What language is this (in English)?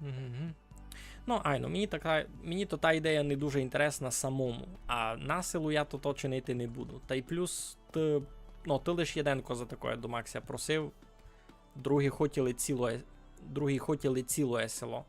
Rusyn